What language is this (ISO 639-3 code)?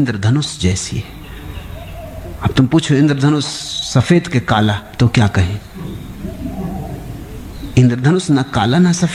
hin